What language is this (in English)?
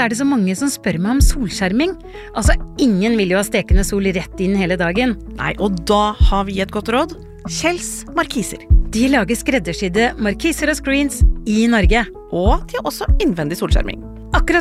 Norwegian